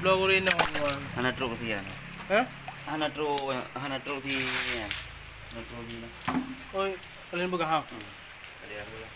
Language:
Achinese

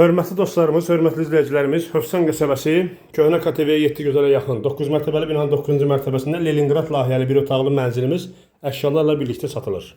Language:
Azerbaijani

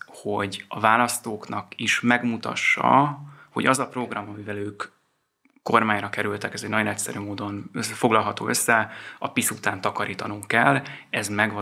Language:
Hungarian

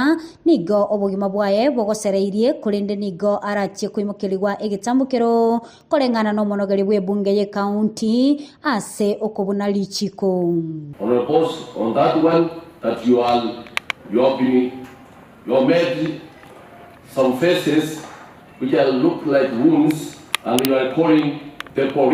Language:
Gusii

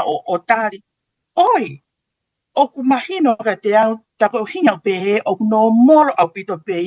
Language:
Tongan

